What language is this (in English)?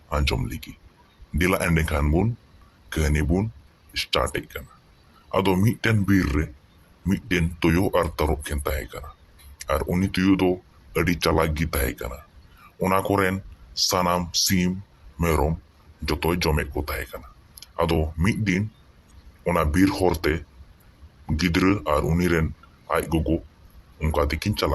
Santali